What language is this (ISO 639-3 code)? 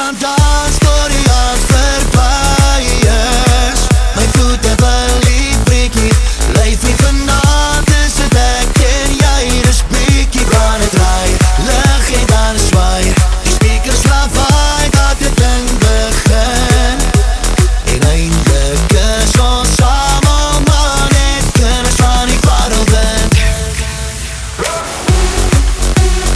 afr